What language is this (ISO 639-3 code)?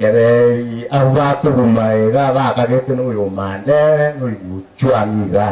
guz